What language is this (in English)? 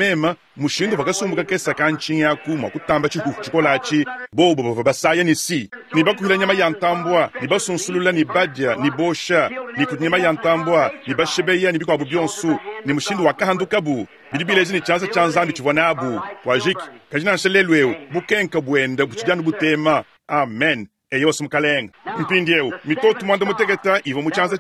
Luba-Lulua